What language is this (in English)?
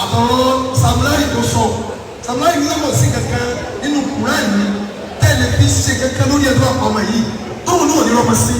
Yoruba